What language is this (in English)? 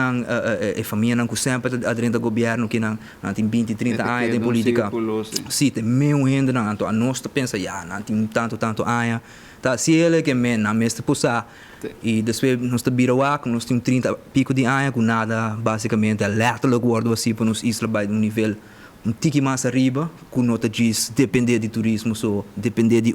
Papiamento